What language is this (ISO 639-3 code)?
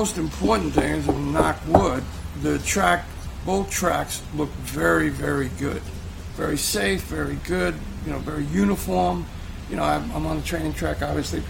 eng